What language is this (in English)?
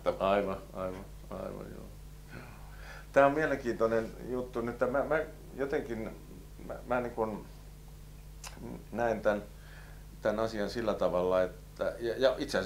Finnish